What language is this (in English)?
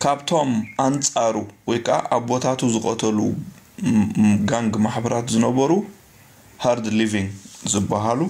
Tigrinya